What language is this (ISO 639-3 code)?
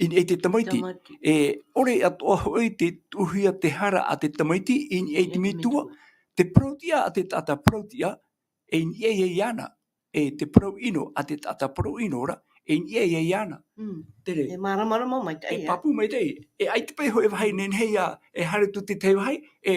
tah